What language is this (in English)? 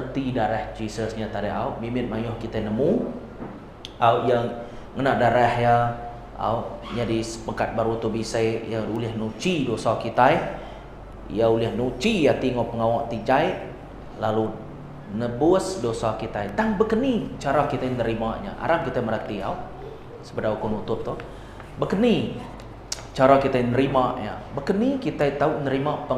Iban